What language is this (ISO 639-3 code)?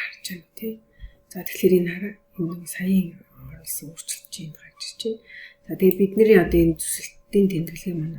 mon